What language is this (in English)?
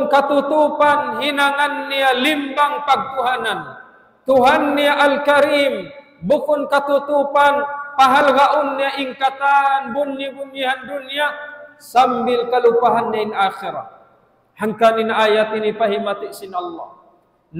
Tausug